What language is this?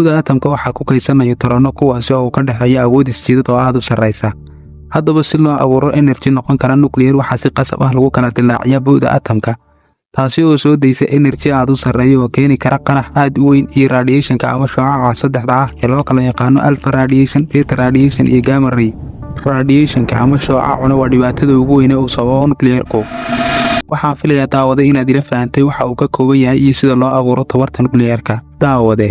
Somali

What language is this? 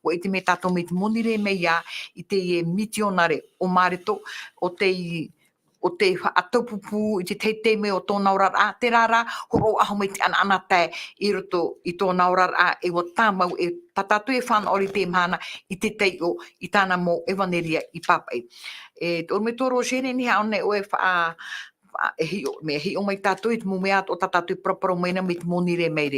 Tahitian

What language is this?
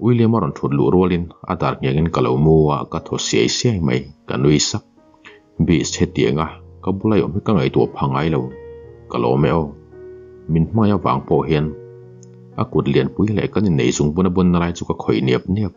Mizo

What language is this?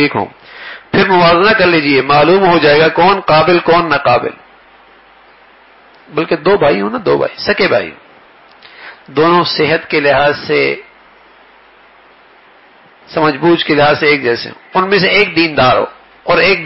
Urdu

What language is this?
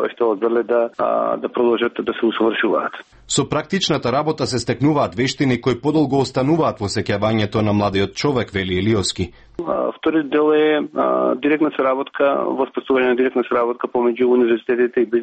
Macedonian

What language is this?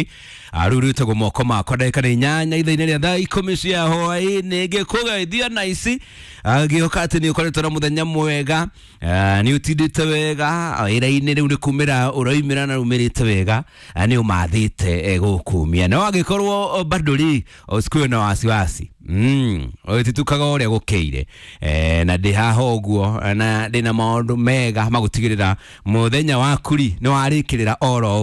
Kikuyu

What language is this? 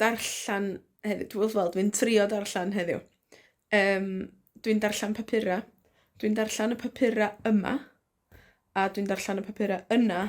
Welsh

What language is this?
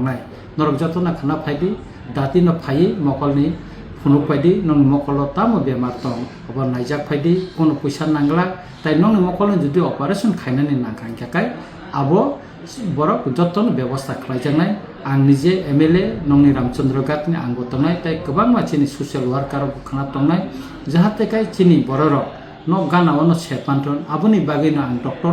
Kok Borok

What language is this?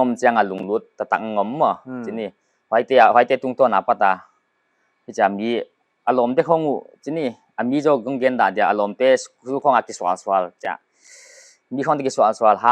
Paite Chin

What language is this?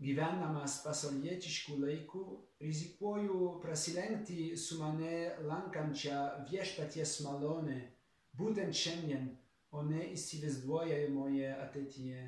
Lithuanian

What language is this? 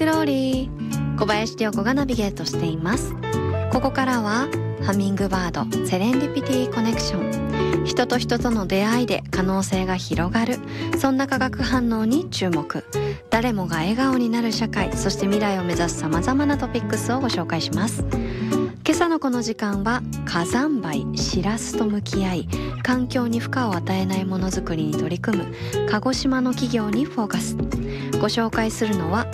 Japanese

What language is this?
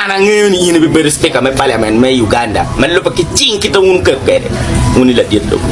Acoli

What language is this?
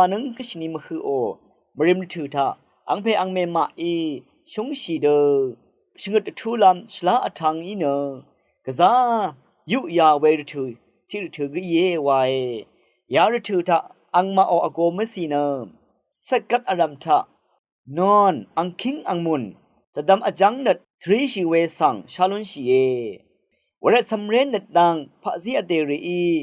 Rawang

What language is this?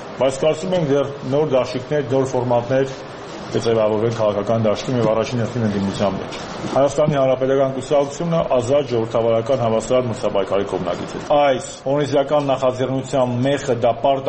Armenian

